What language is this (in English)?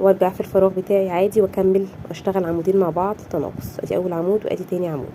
Egyptian Arabic